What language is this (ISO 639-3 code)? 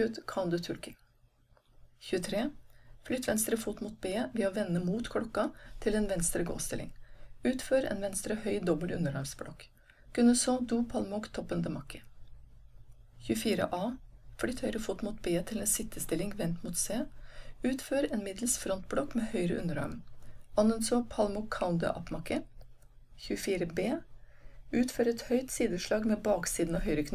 nor